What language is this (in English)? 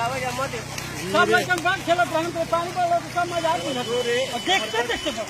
Maithili